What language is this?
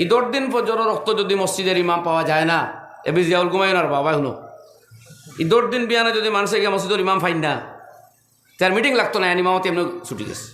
Sylheti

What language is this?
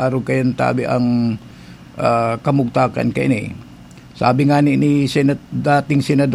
Bikol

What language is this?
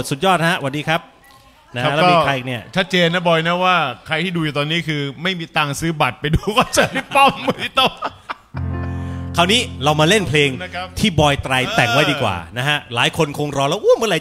Thai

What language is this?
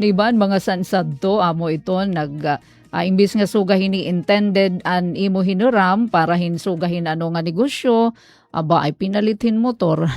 Waray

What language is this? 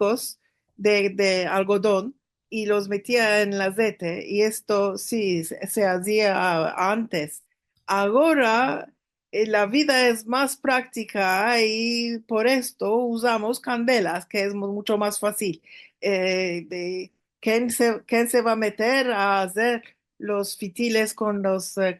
Ladino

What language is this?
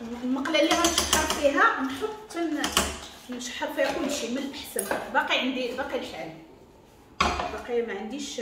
Moroccan Arabic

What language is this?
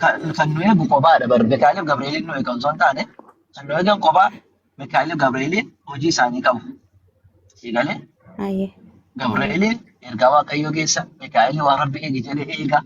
Oromo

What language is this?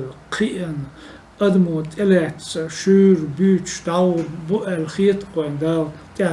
Chechen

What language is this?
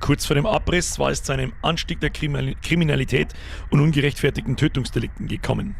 Bavarian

